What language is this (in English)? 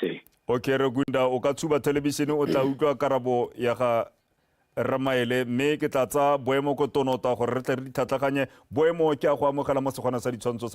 Tswana